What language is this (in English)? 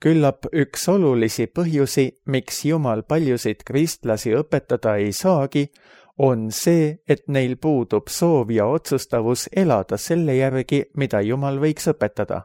Estonian